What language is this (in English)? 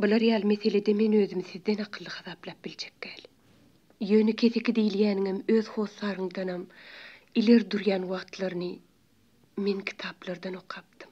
Turkmen